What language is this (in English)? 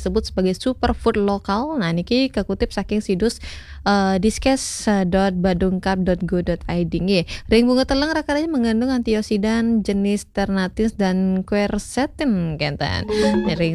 Balinese